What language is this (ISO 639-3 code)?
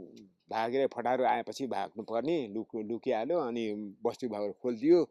nep